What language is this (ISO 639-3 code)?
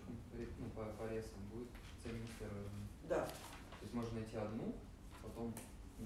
rus